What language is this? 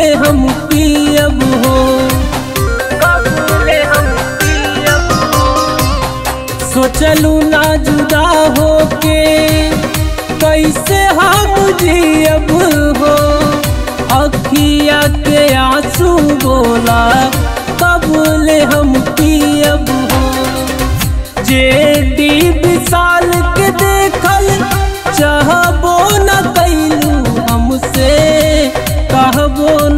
Bhojpuri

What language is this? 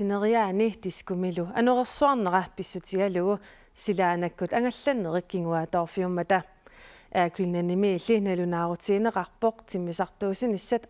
Kalaallisut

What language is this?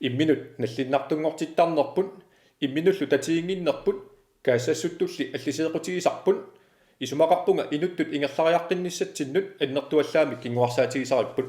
Kalaallisut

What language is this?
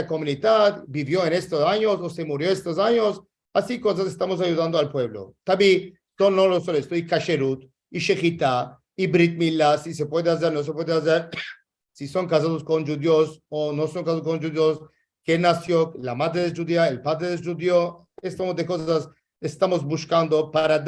Ladino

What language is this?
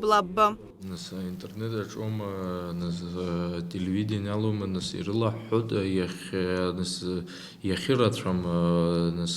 Abkhazian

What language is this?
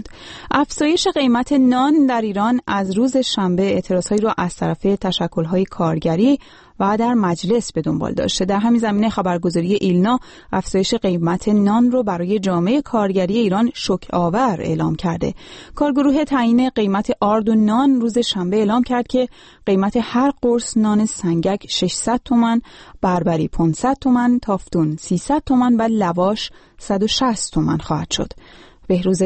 Persian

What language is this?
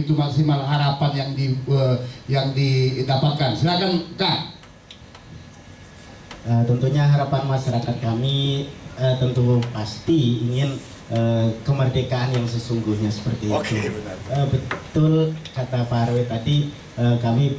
Indonesian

